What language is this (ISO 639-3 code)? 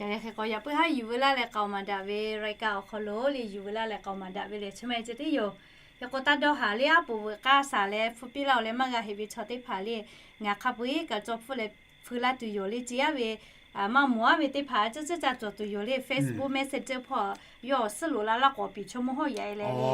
lhu